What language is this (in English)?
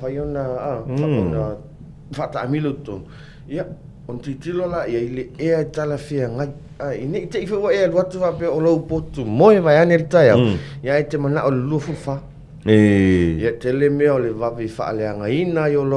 Samoan